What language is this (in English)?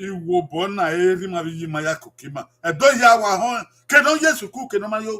Bini